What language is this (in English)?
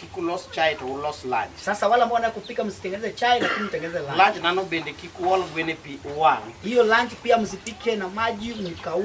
Luo (Kenya and Tanzania)